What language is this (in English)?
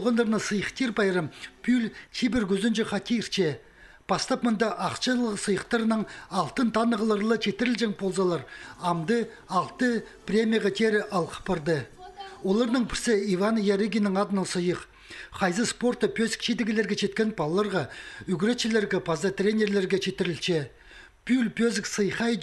Khakas